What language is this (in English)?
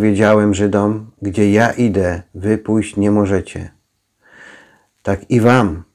Polish